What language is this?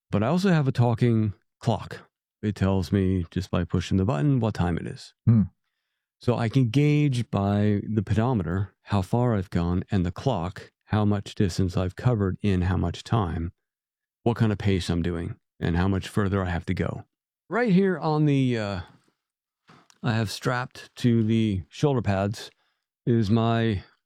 English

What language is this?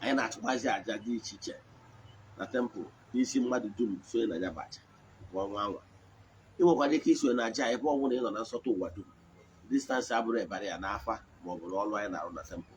Igbo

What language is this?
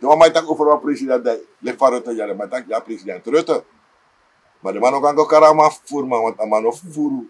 Sranan Tongo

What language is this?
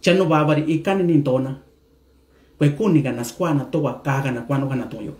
Mixtepec Mixtec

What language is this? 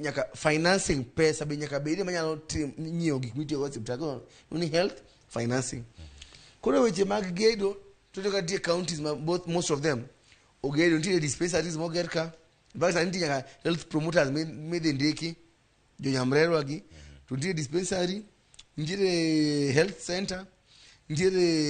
Luo (Kenya and Tanzania)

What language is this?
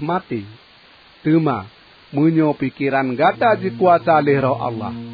Achinese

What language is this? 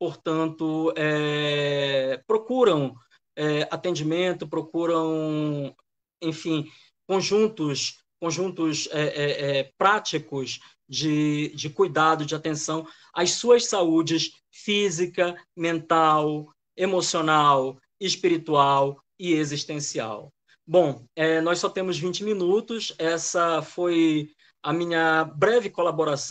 Portuguese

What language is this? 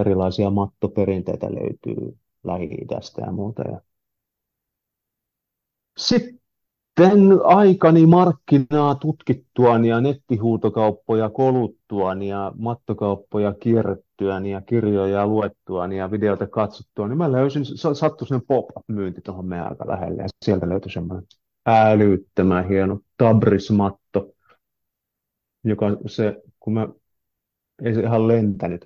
Finnish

